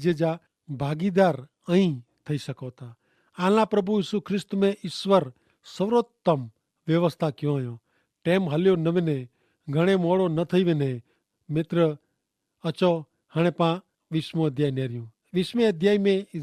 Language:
Kachhi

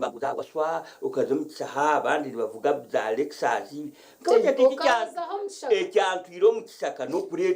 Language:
Nyankole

